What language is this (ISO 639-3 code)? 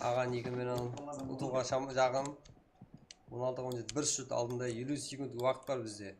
kaa